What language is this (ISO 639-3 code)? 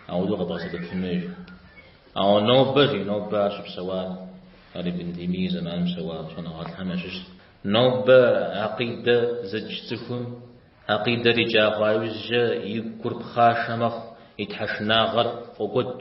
kbd